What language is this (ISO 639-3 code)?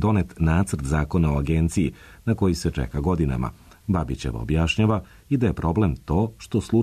srp